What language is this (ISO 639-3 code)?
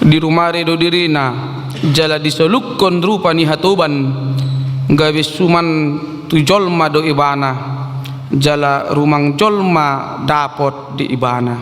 bbc